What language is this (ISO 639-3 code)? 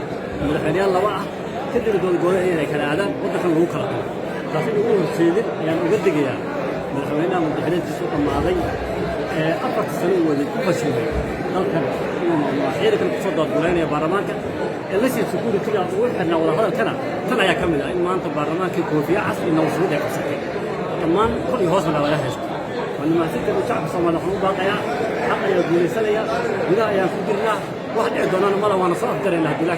som